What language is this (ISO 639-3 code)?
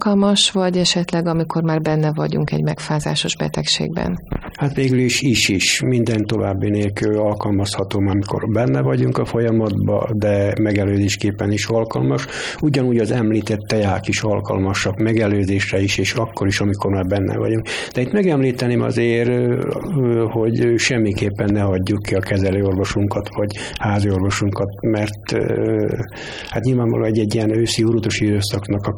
hun